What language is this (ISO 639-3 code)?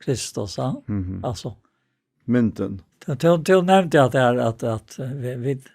fao